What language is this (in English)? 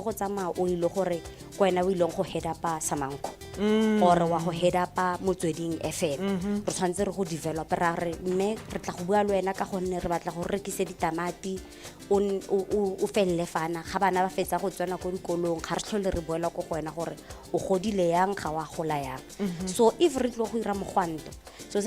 Tswana